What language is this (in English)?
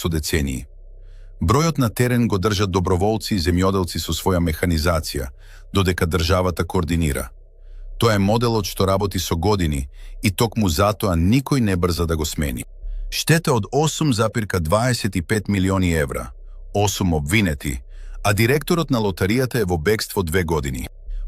Macedonian